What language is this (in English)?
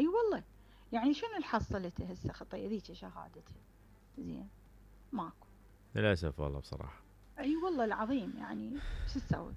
Mesopotamian Arabic